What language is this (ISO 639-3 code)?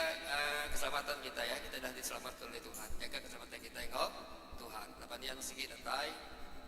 iba